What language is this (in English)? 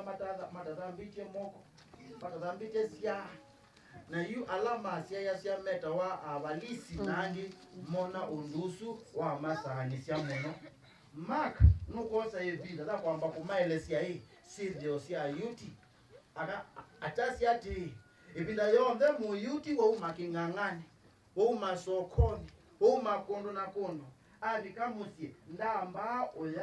Kamba